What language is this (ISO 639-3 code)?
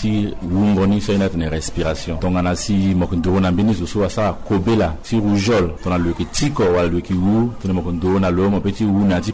sag